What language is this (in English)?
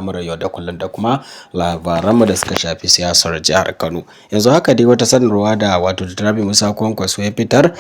Hausa